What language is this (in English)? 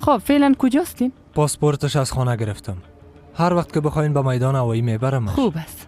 Persian